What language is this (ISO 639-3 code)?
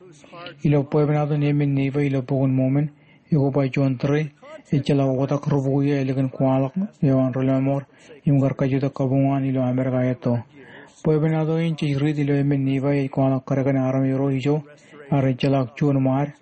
mah